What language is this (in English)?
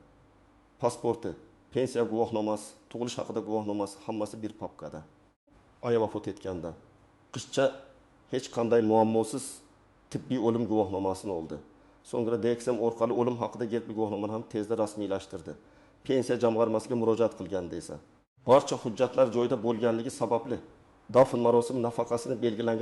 Uzbek